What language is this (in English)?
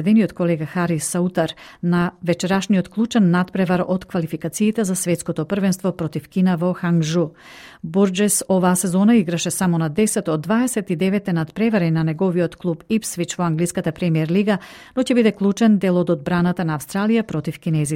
Macedonian